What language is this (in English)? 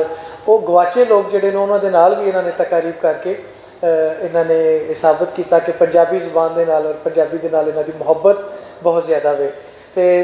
Western Panjabi